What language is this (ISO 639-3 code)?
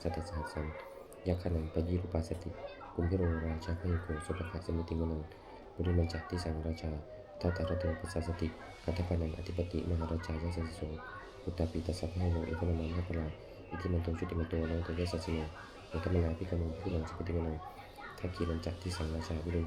pli